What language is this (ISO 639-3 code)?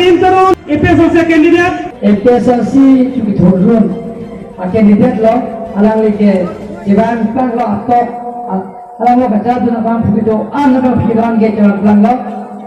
mjw